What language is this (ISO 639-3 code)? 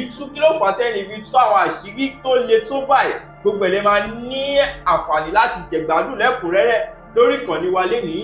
yor